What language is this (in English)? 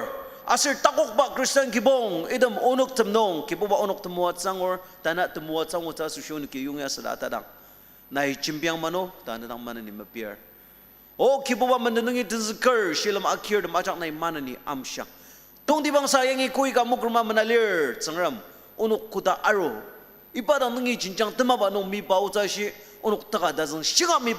Ao Naga